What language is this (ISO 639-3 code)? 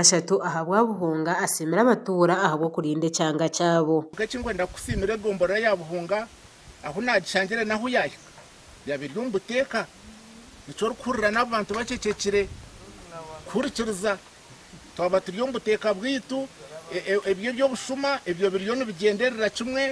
nyn